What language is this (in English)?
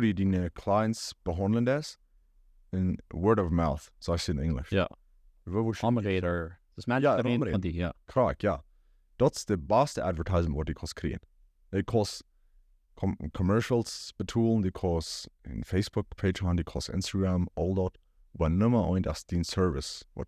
Plautdietsch